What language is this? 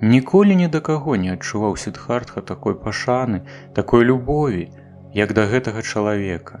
Belarusian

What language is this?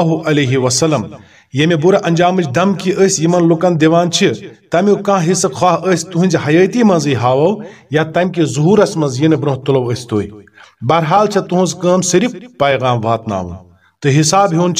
Kashmiri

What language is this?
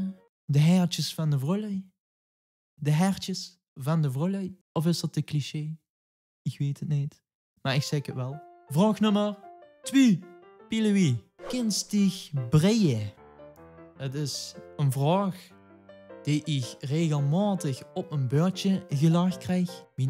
Limburgish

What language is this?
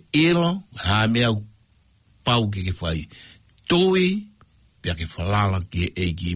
Tongan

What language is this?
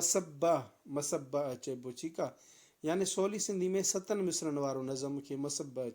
Sindhi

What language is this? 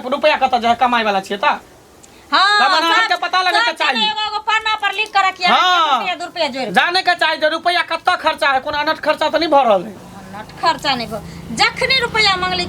Maithili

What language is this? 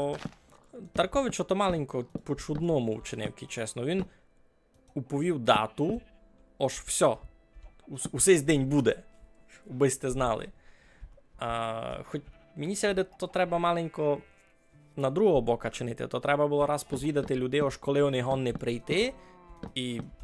Rusyn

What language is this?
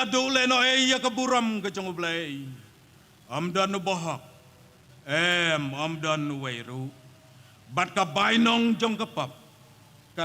Khasi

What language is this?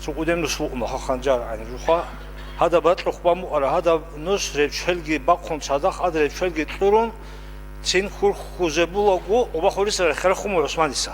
Avaric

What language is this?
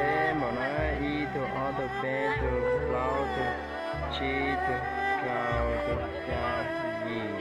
Hmong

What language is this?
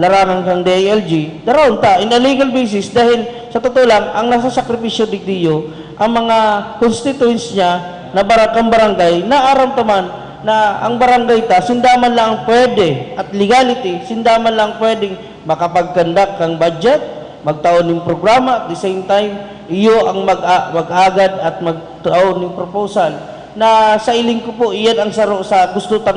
Bikol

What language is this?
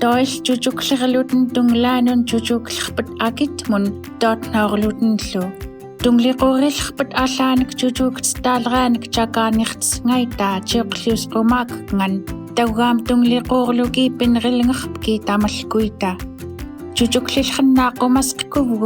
Central Yupik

